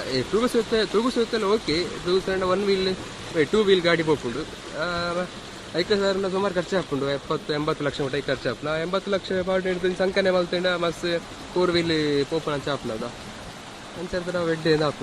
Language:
Tulu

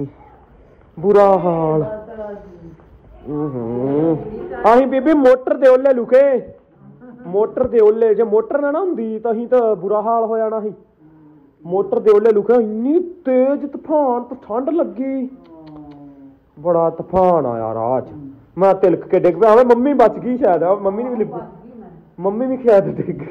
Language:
Punjabi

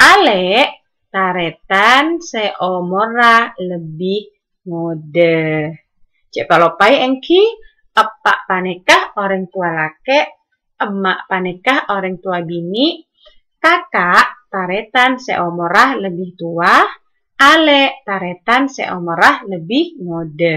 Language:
Madurese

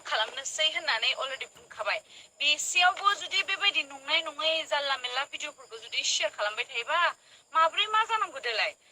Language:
Bodo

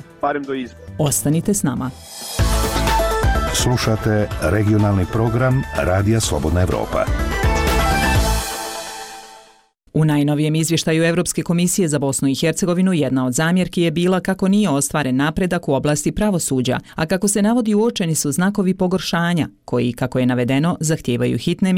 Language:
Bosnian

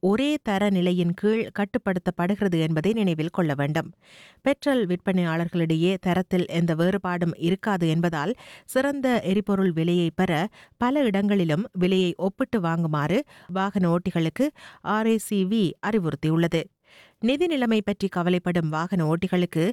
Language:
Tamil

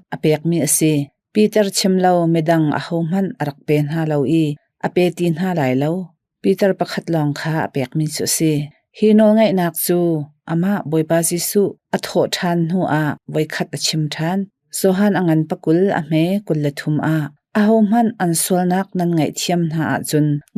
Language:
Hakha Chin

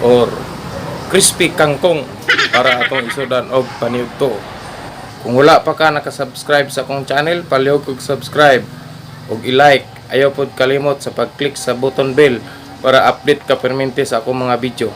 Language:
Cebuano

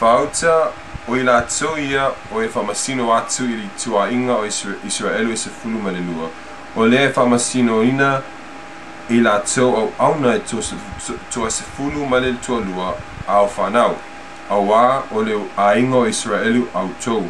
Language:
Samoan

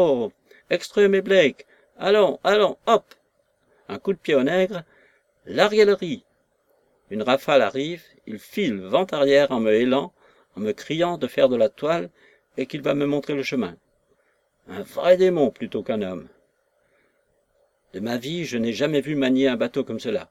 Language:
French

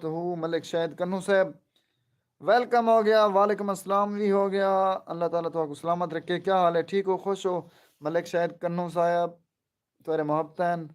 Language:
Saraiki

